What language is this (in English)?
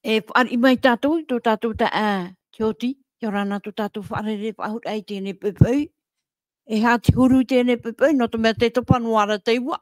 Tahitian